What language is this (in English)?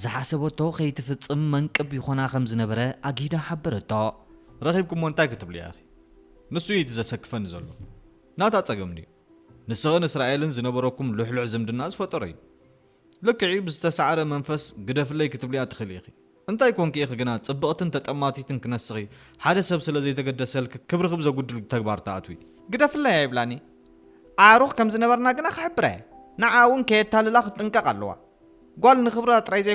Tigrinya